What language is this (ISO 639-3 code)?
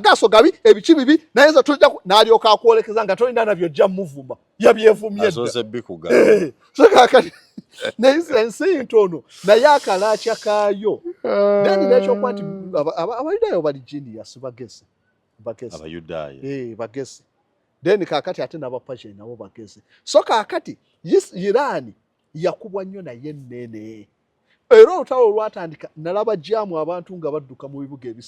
lug